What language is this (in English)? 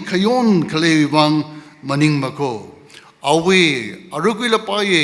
Tangkhul Naga (India)